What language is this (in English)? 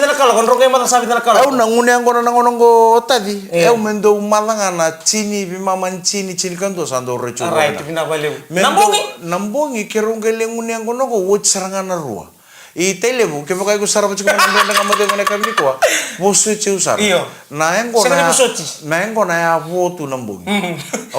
Fijian